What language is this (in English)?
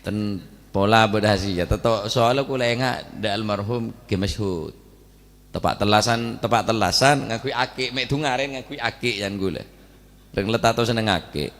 Madurese